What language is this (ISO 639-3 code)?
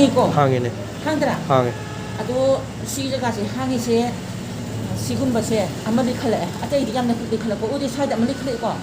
mni